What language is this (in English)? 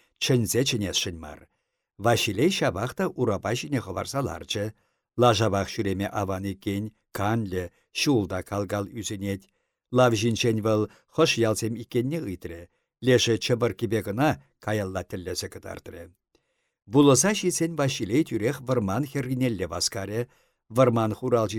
Chuvash